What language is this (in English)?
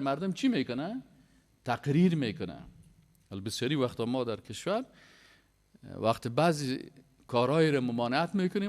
Persian